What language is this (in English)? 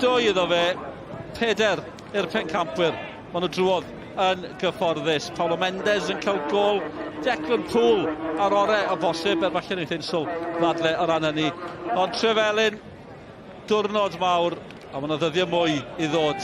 Welsh